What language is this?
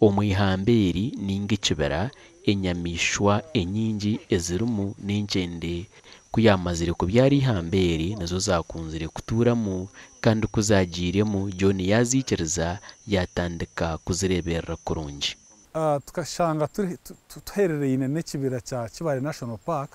Nyankole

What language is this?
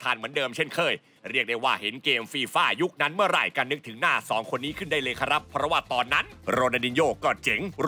Thai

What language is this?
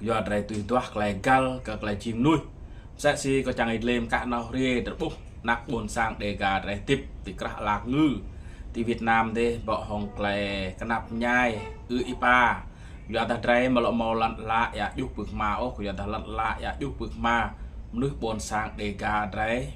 Rade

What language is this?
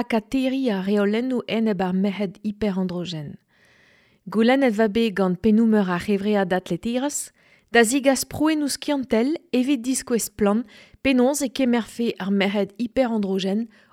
Breton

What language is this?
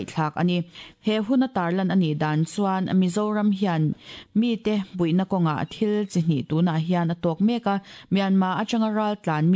Mizo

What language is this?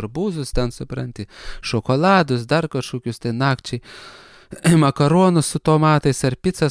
Lithuanian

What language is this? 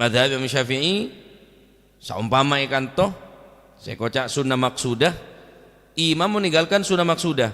Madurese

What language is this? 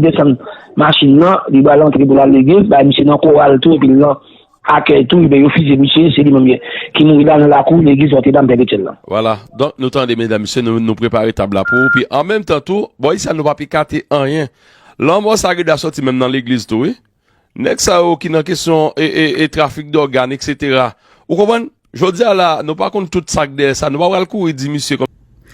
Haitian Creole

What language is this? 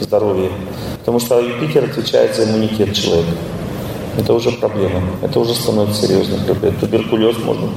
Russian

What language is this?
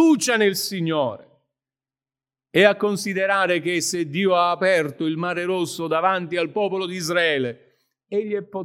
Italian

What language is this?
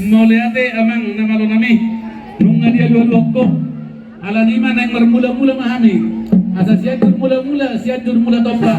Batak Toba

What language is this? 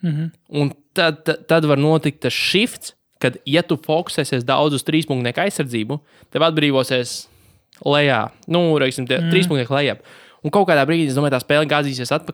Latvian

